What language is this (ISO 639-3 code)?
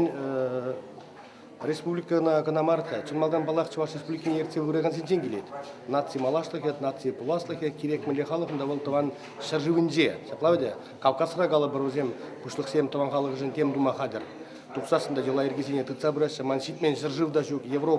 chv